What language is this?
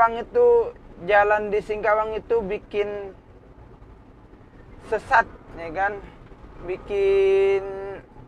Indonesian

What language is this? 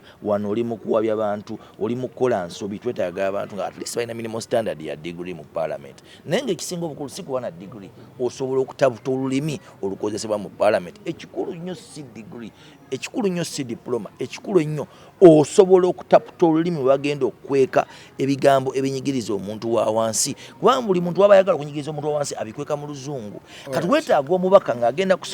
Ganda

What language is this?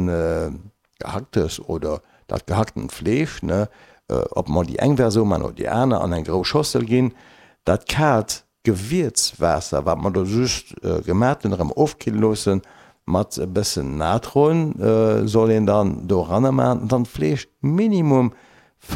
Luxembourgish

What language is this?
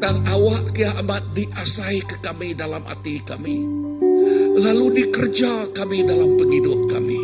Iban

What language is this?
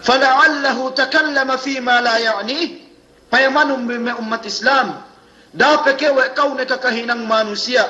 Yakan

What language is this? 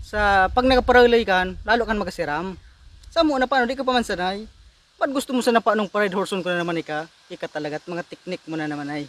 Bikol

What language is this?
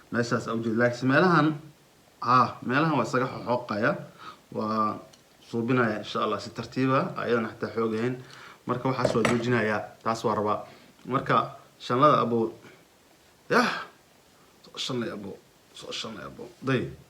Somali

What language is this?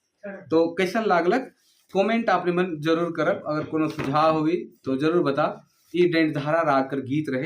Sadri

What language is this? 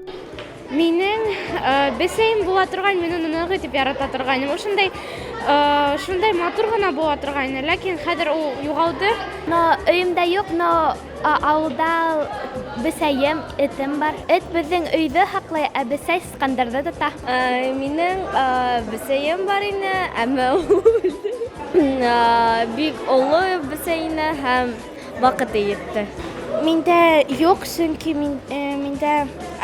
Bashkir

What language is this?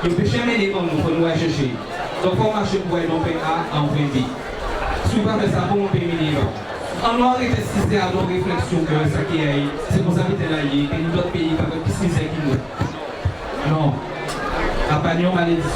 Guadeloupean Creole French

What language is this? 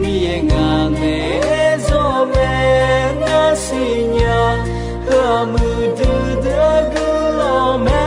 Akha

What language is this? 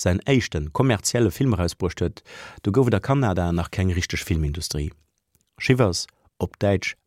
Luxembourgish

